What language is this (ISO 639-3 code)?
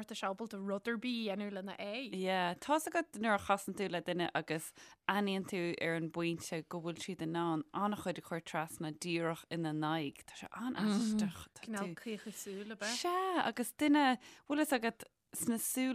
gle